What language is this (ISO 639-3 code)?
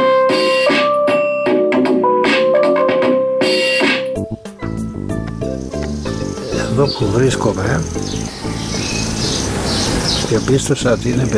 ell